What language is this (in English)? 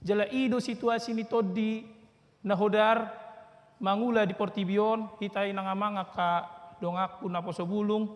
Batak Toba